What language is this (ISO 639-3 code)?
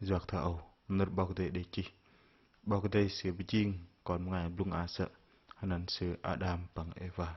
bdq